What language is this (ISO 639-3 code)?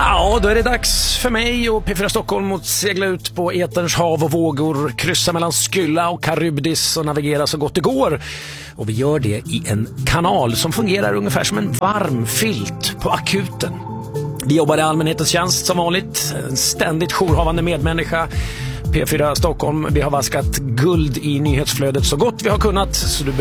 swe